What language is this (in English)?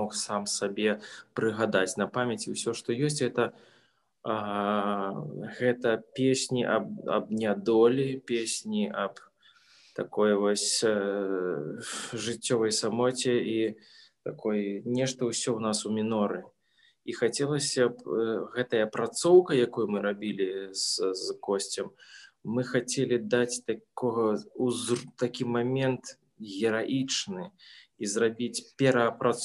Belarusian